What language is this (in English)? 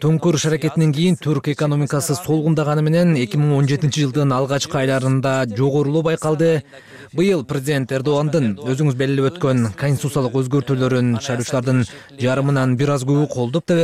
Kyrgyz